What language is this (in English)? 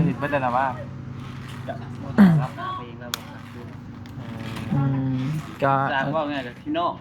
Northeastern Thai